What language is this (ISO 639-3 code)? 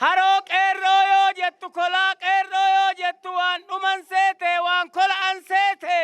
orm